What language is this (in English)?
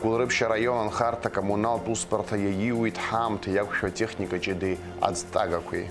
Abkhazian